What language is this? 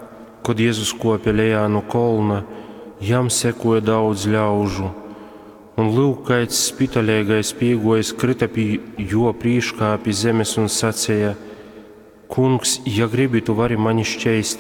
Latgalian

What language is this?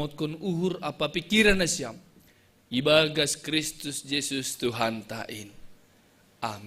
Batak Simalungun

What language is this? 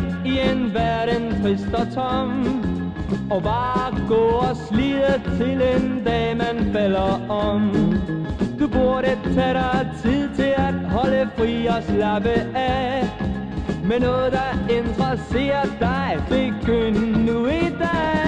Danish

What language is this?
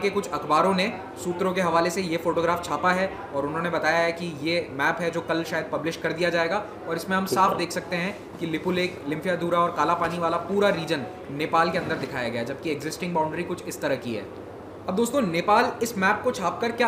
Hindi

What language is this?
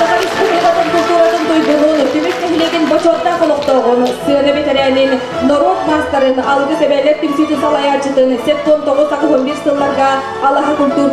Yakut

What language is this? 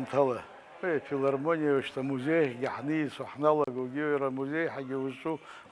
Abkhazian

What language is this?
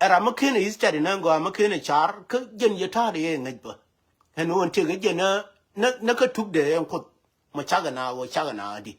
Nuer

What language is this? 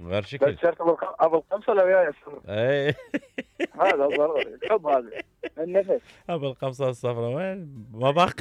Mesopotamian Arabic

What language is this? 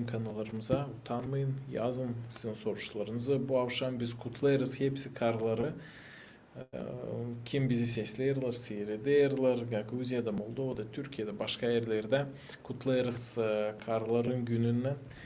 Gagauz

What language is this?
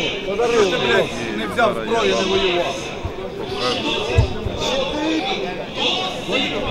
Ukrainian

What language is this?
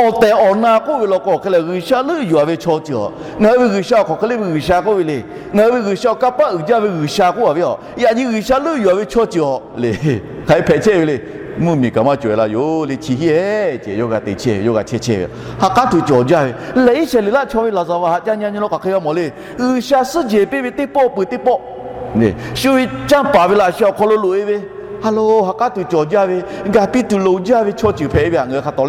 Lahu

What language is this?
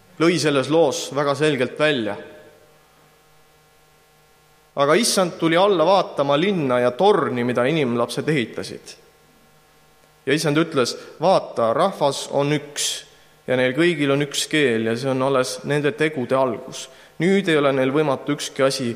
Estonian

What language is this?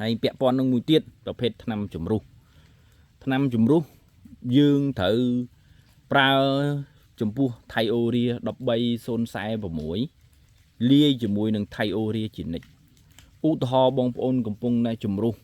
Khmer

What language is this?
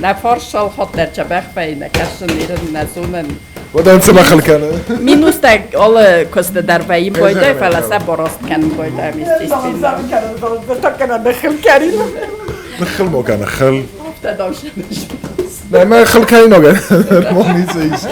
Ossetic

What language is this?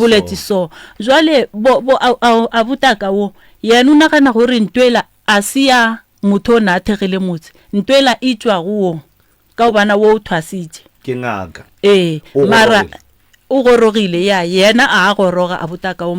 Northern Sotho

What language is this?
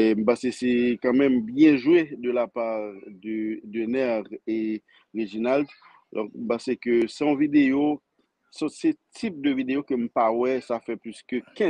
Haitian Creole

